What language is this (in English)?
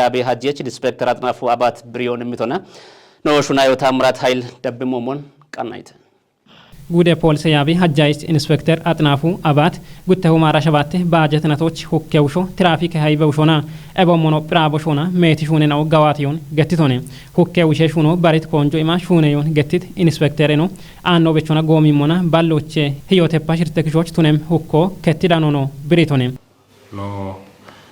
Kafa